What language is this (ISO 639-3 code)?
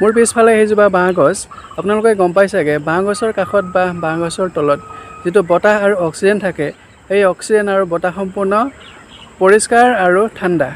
asm